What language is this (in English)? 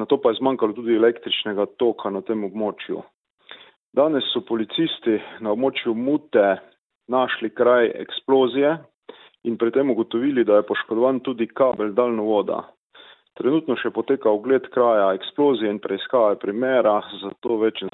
Slovenian